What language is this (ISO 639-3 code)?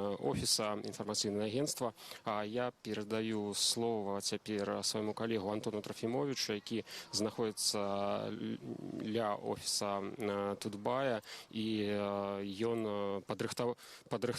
bel